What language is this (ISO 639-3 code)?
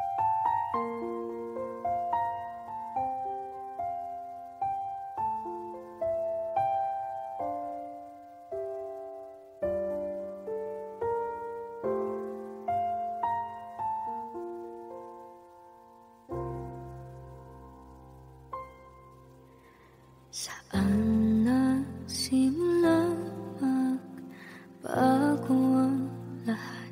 fil